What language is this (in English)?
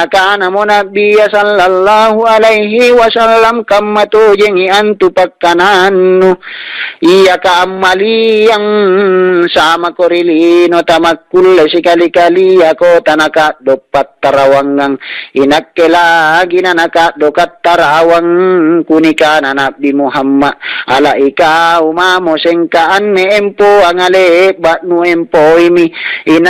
Makasar